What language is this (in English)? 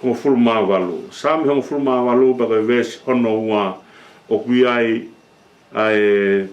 Tongan